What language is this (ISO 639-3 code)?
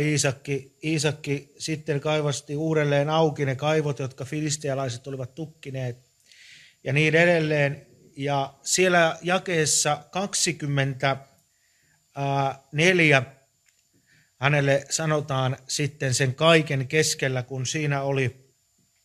fin